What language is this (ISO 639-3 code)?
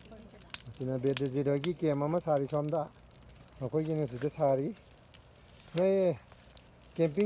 mni